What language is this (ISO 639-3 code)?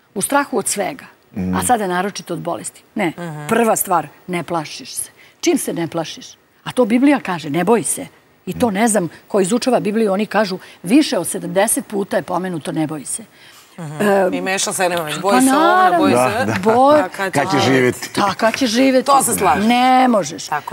srp